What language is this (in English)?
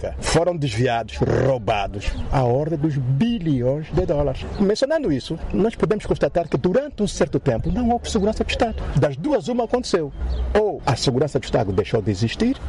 Portuguese